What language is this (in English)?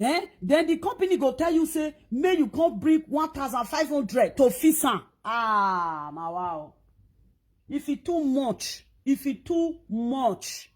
Nigerian Pidgin